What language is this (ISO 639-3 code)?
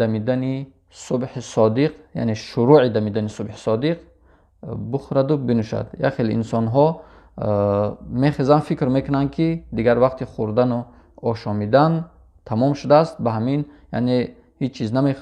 tgk